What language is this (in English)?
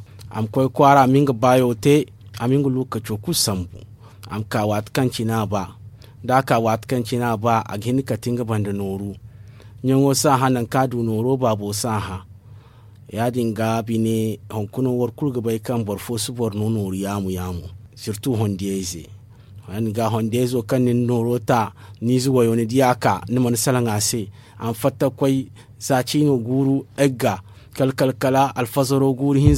Zarma